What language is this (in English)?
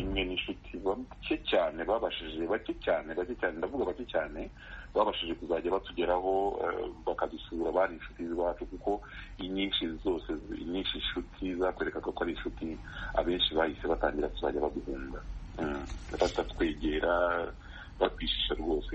Kinyarwanda